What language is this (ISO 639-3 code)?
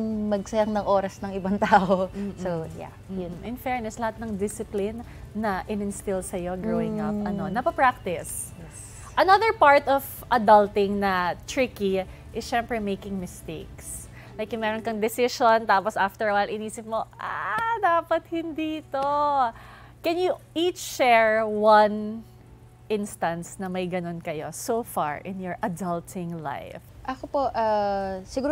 fil